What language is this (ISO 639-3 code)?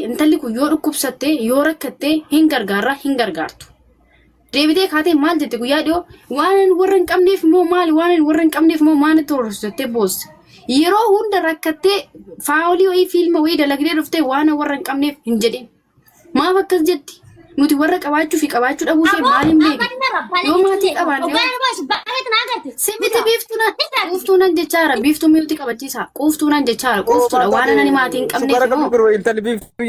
orm